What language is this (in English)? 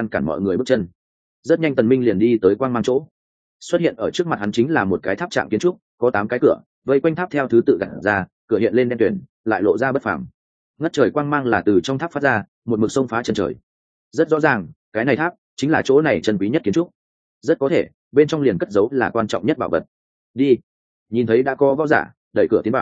Vietnamese